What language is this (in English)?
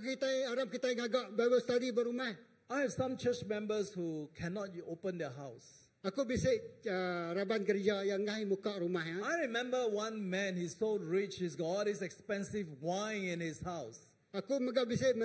Iban